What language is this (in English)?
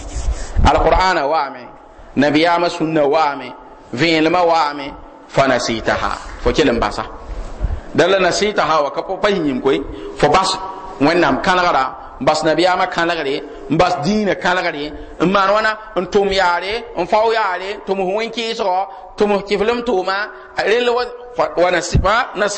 Mossi